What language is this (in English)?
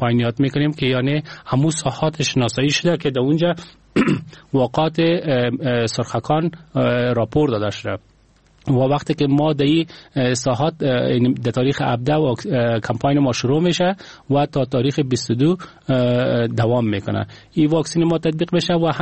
Persian